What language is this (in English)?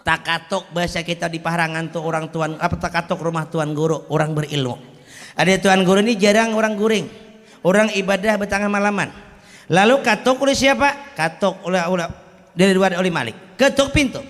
Banjar